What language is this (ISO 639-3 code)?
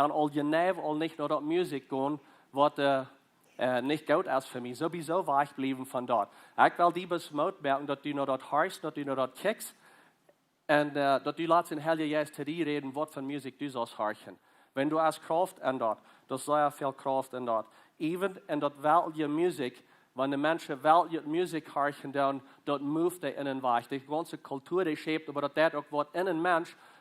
pdt